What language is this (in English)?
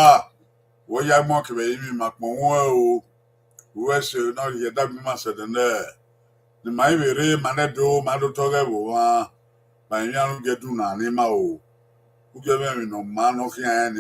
Bini